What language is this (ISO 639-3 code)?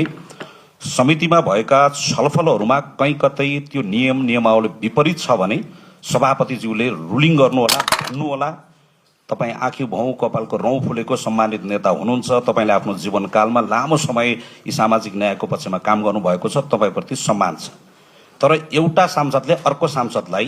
nep